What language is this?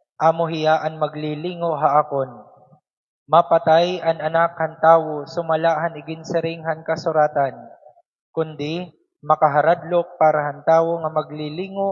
Waray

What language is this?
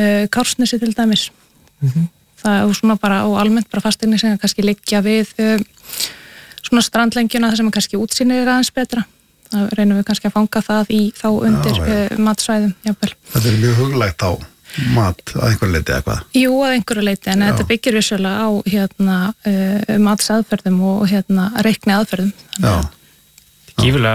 Icelandic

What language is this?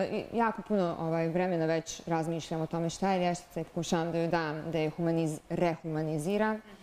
Bosnian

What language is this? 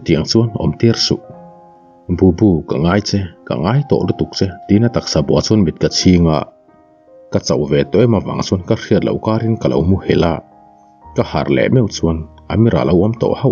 Mizo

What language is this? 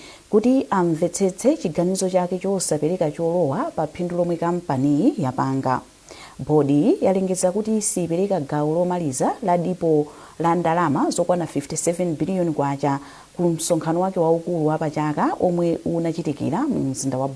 Nyanja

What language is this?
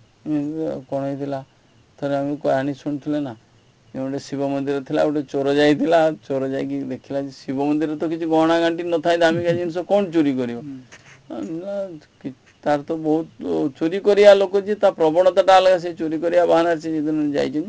Odia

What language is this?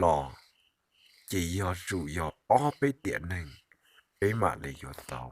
Hmong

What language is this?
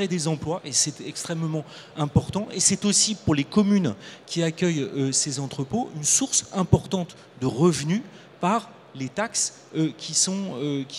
French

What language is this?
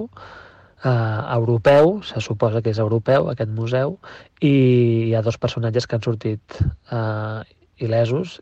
Catalan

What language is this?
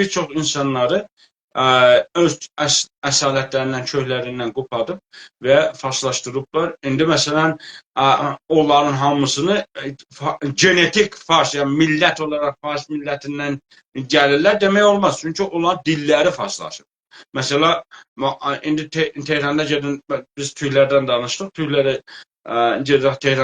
South Azerbaijani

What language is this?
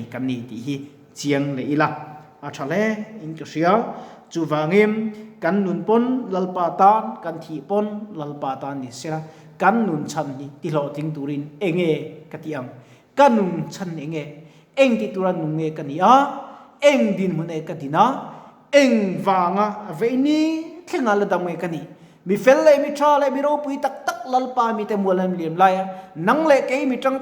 Mizo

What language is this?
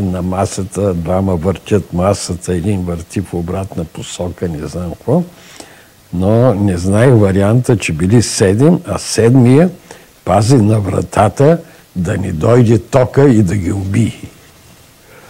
Bulgarian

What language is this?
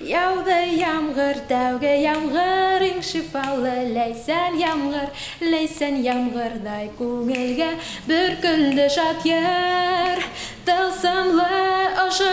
Bashkir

